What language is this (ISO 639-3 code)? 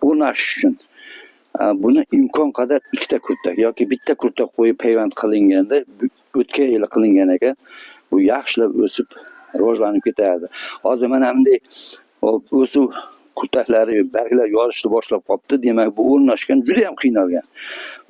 uzb